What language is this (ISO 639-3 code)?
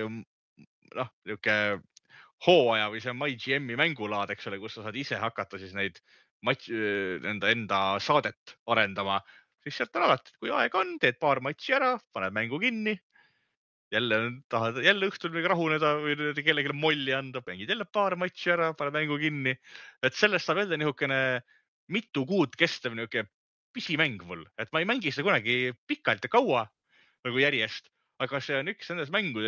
est